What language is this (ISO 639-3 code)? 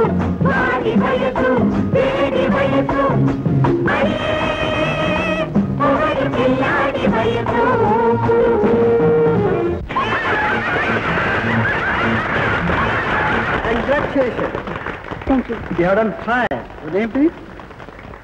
tel